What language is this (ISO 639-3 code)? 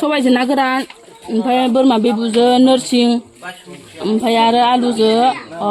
brx